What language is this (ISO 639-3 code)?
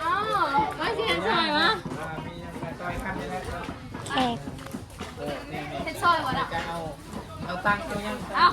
tts